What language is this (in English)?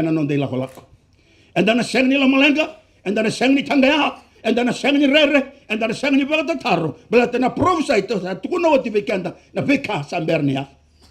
Fijian